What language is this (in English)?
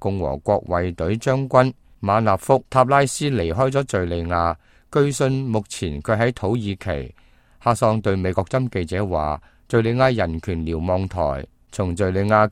Cantonese